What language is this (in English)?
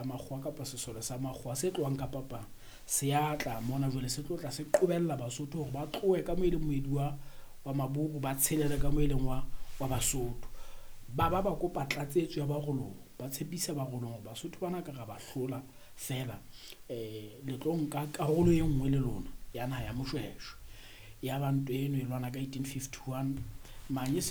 Southern Sotho